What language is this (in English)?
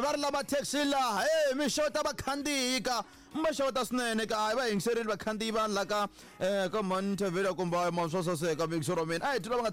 Tsonga